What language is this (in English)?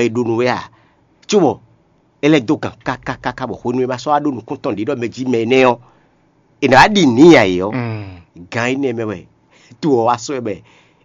Fon